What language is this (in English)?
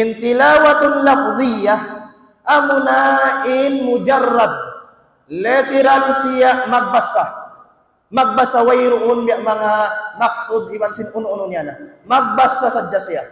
Tausug